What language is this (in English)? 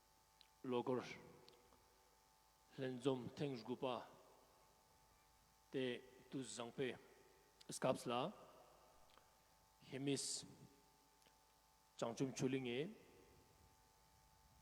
Ladakhi